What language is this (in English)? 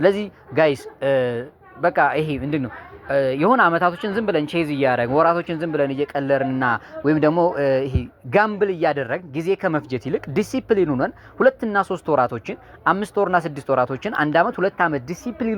Amharic